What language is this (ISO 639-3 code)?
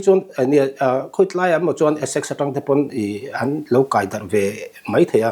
lus